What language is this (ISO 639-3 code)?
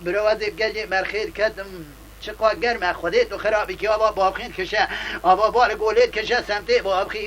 kur